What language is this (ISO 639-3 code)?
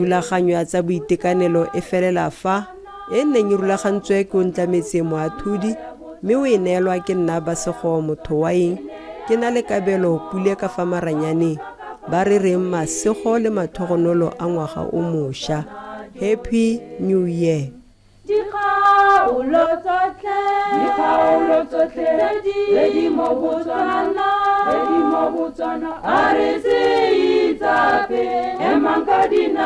tsn